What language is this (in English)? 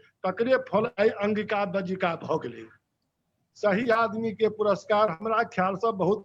Maithili